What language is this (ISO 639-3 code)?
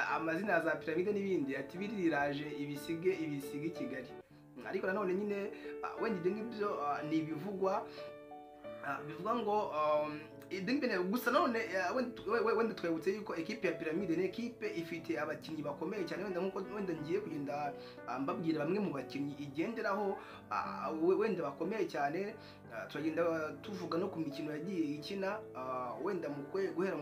kin